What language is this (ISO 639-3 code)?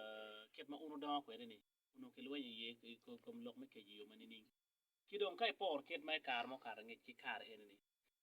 ach